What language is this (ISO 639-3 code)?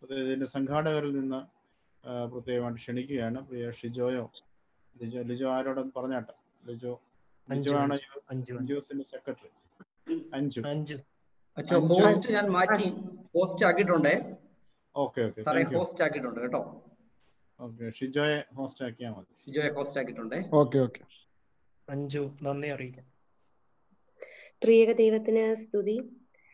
mal